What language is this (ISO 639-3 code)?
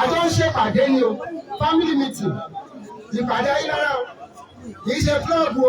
yor